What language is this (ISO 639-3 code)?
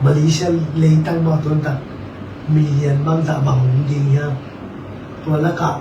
ctd